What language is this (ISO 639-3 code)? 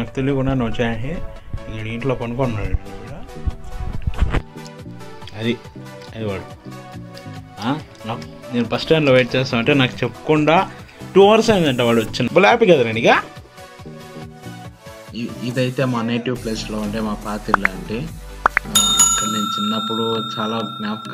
tel